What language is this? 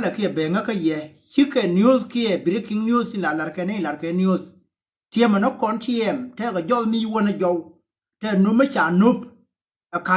Nuer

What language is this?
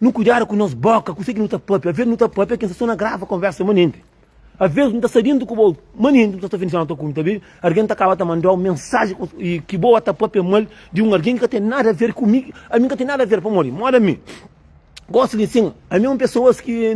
Kabuverdianu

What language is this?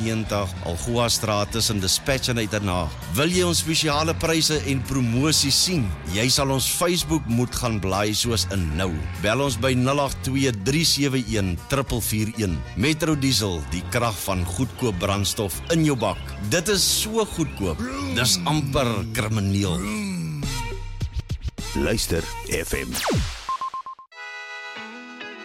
Afrikaans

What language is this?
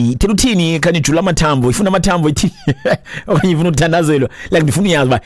Xhosa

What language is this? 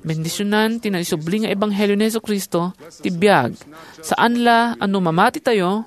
Iloko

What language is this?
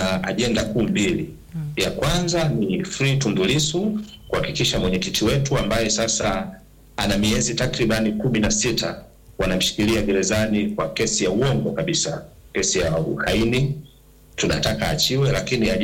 Swahili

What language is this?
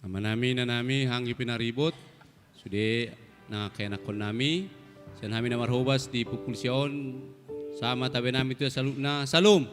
Batak Toba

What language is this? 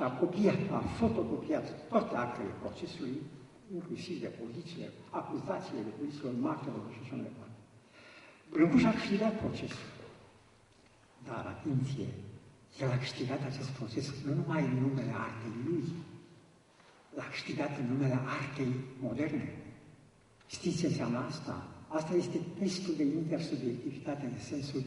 Romanian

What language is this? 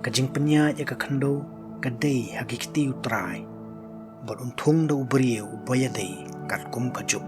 Khasi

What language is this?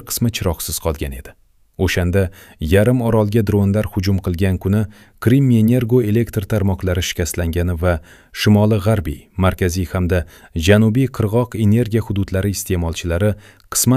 Uzbek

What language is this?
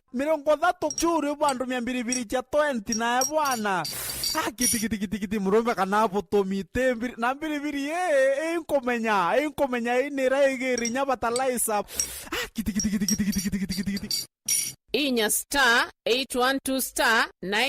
Meru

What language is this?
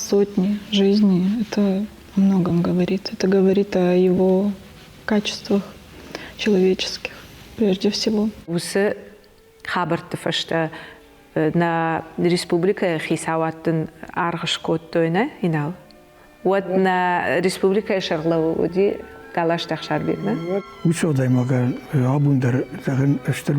Ossetic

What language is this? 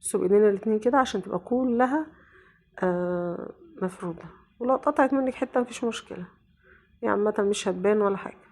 Egyptian Arabic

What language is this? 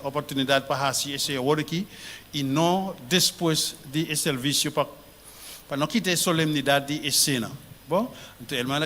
Papiamento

